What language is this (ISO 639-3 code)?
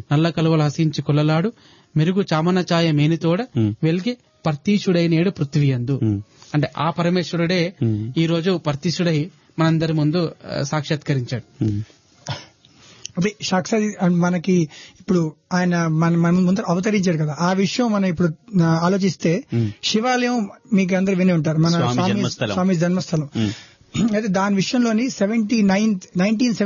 tel